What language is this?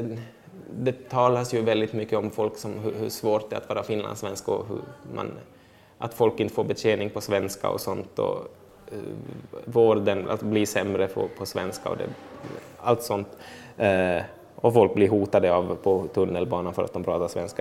Swedish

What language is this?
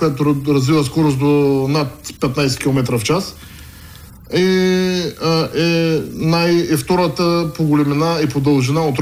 Bulgarian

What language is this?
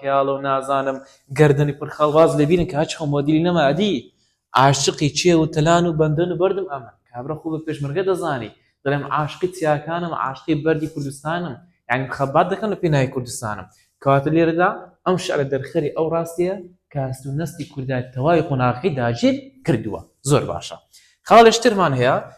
Central Kurdish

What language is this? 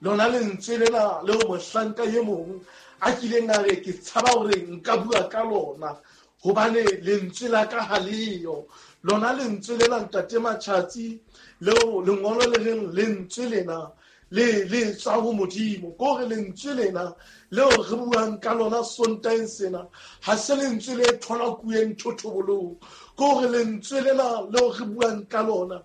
Southern Sotho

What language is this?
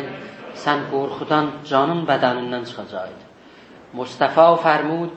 South Azerbaijani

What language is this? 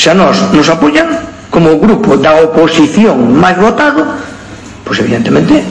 Galician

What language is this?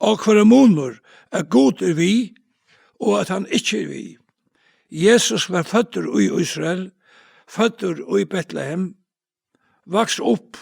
Faroese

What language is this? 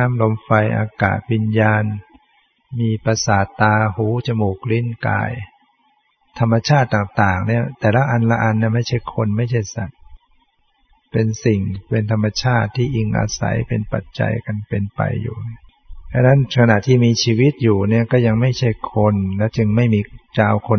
Thai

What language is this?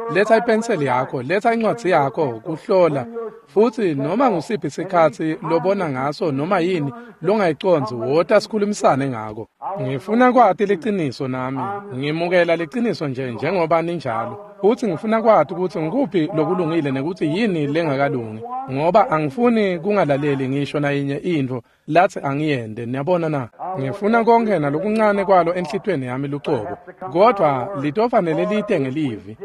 Swati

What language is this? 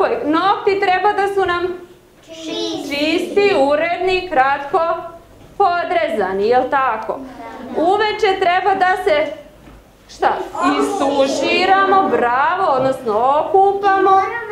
Serbian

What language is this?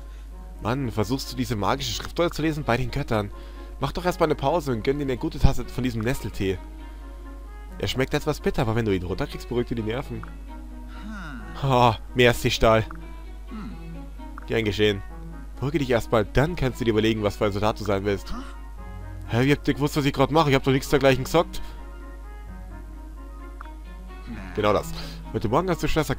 German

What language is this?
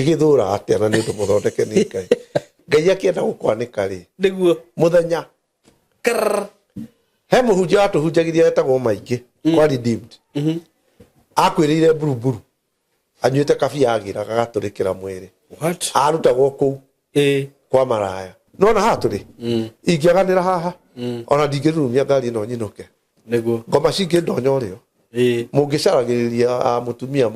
Kikuyu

